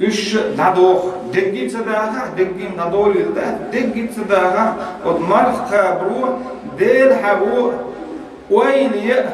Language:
Chechen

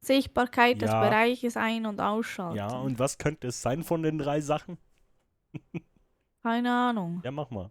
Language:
Swiss German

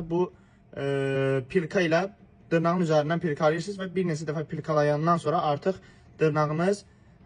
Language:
Azerbaijani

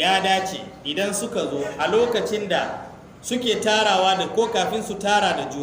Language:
Hausa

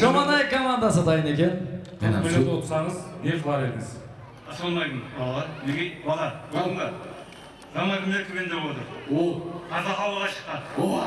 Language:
Kara-Kalpak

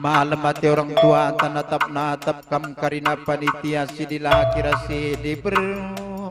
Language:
Batak Karo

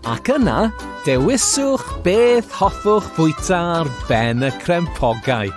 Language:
Welsh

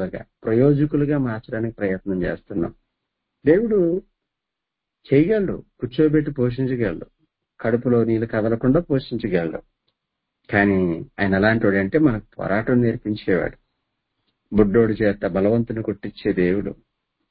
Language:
Telugu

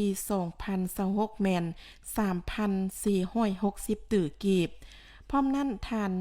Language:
Lao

